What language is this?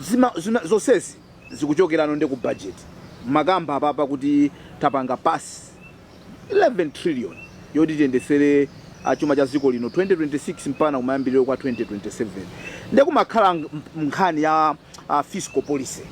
Nyanja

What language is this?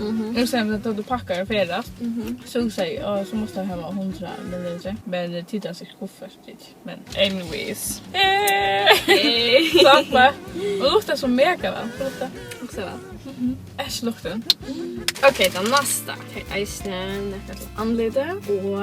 Faroese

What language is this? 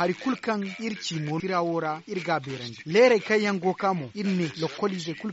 Zarma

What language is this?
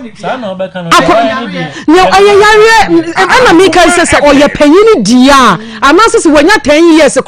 Akan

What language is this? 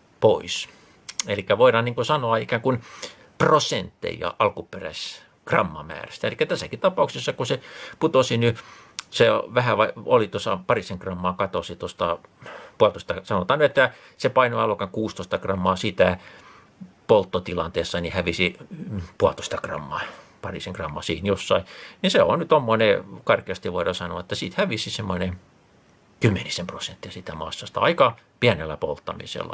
Finnish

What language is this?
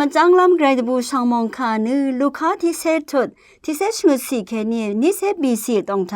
Rawang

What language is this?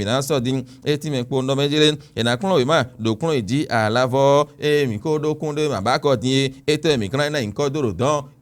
Fon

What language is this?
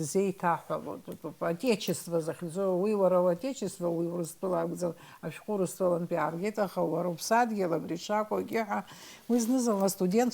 Abkhazian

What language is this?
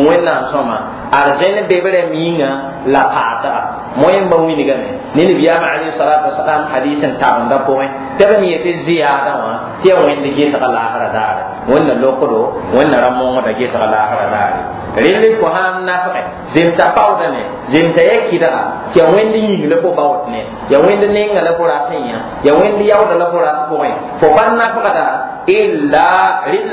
Mossi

